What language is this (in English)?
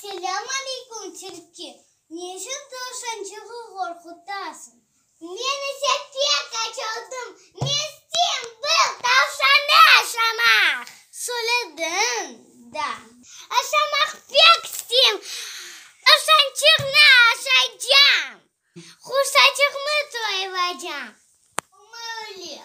Crimean Tatar